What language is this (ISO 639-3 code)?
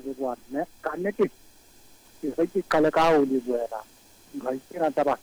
sot